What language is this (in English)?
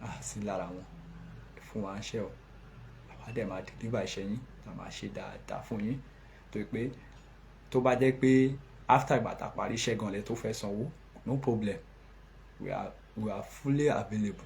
Yoruba